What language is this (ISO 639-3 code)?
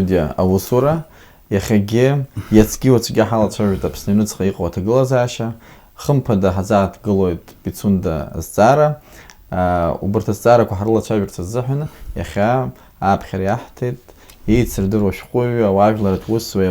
abk